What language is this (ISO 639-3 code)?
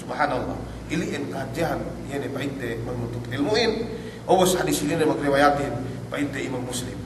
yka